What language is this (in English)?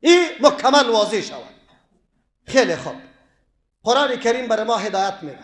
Persian